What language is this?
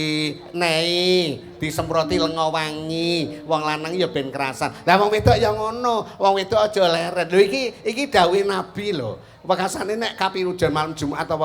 Javanese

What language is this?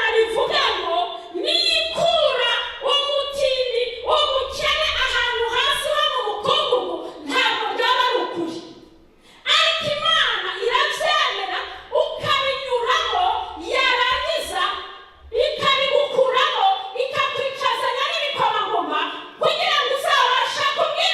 Kinyarwanda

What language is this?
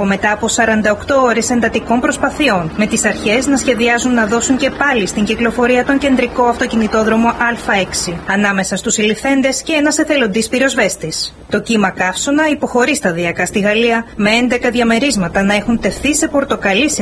Greek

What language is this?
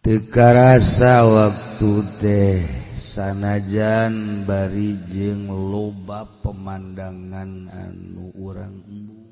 Sundanese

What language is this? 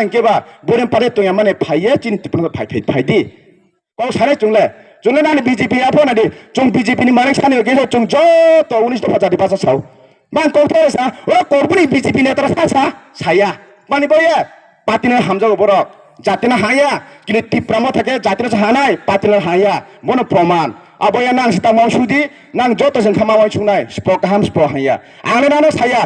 Kok Borok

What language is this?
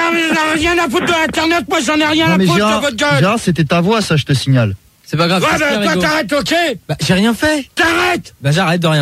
French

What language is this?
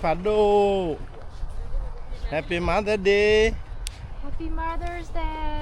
S'gaw Karen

